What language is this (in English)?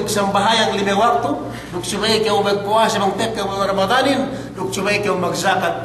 Yakan